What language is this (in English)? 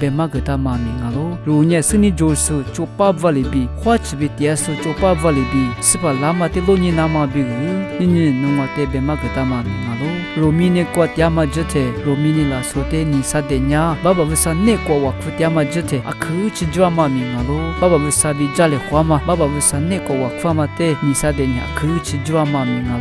Lisu